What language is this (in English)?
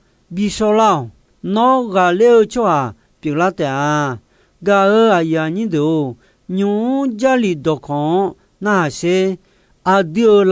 Akha